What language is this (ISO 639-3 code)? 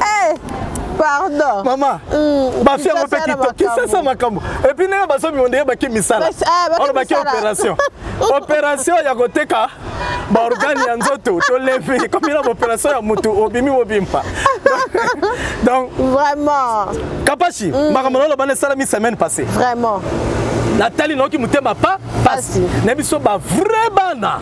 lin